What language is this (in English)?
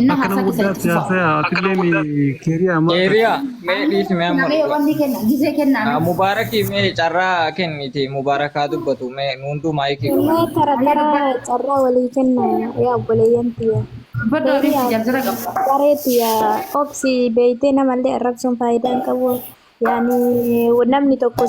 Oromo